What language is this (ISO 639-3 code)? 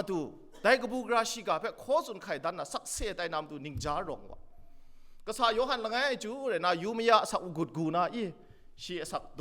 kac